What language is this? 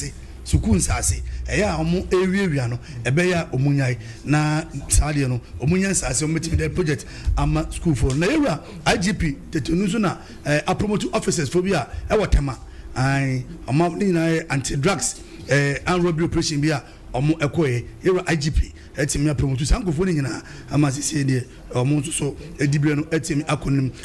Akan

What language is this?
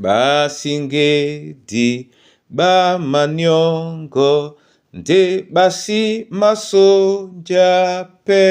Duala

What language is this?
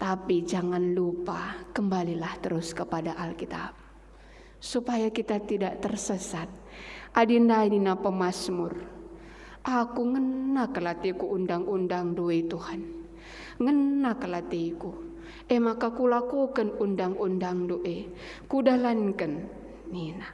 Batak Karo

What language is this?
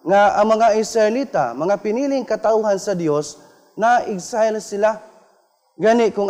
Cebuano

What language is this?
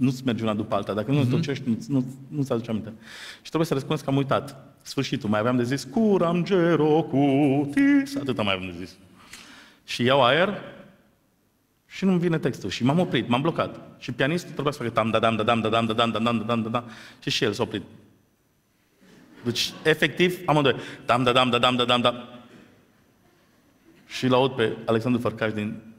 Romanian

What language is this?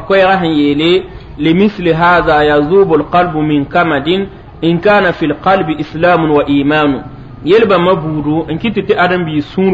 Mossi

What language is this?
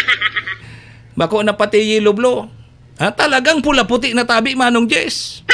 Bikol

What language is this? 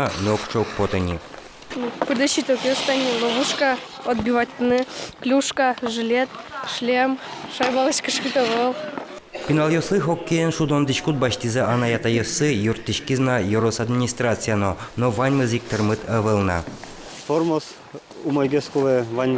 Udmurt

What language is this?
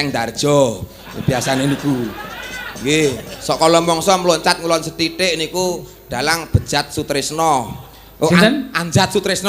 Javanese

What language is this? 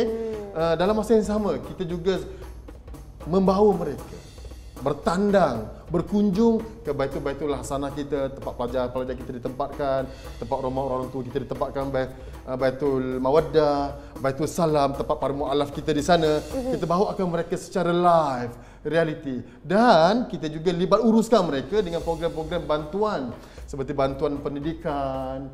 Malay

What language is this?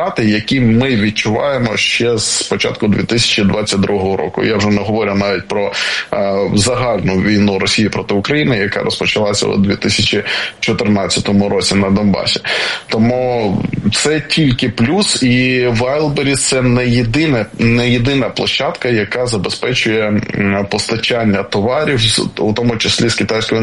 Ukrainian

